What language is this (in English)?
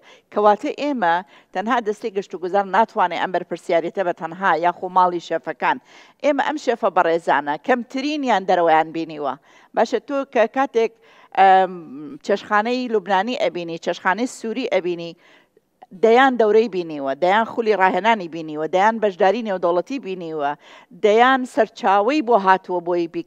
Central Kurdish